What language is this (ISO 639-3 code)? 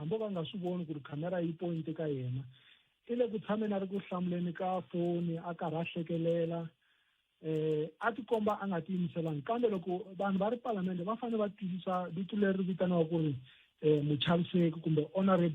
tso